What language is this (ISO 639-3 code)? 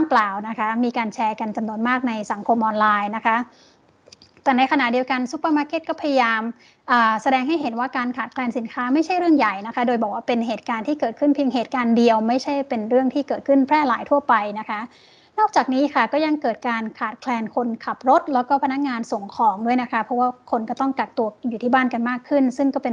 tha